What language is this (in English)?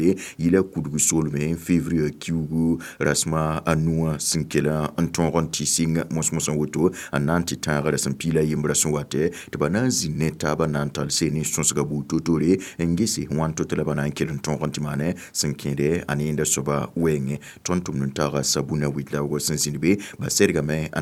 Mossi